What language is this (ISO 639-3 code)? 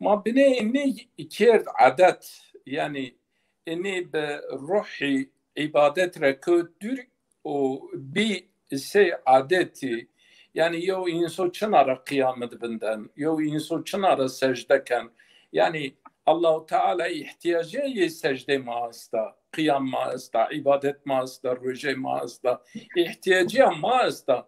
zza